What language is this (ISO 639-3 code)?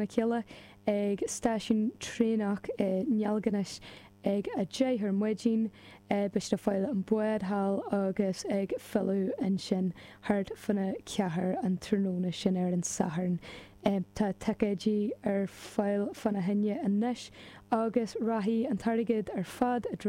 gle